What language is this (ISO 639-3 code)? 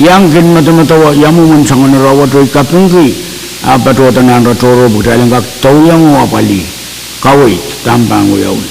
pon